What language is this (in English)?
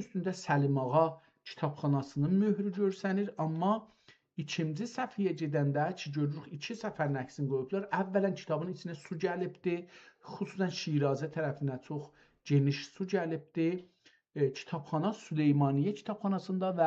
South Azerbaijani